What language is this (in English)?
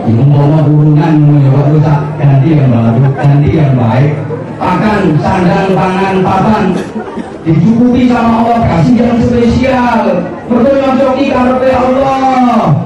Javanese